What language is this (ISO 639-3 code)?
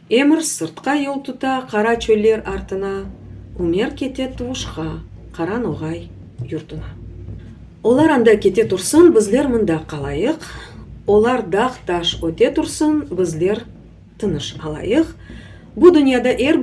crh